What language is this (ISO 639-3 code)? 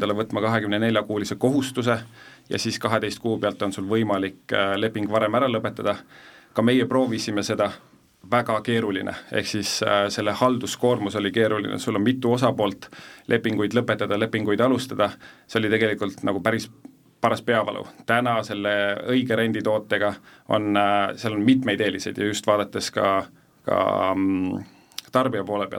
est